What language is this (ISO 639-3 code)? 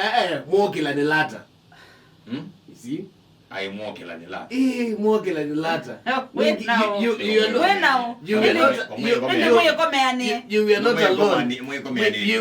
kam